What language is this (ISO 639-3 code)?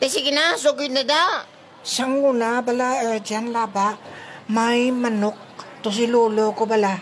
hil